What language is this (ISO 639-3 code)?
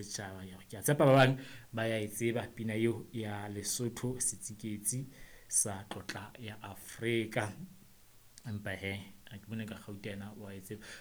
sot